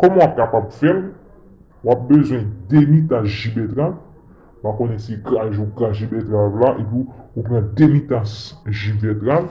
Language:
Haitian Creole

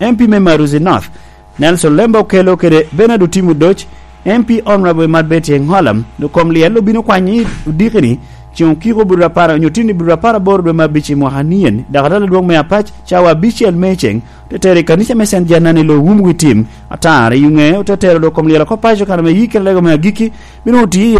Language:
Lango (Uganda)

